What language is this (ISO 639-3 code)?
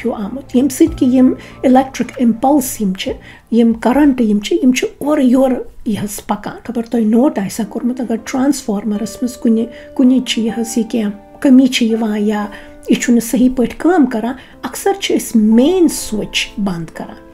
kas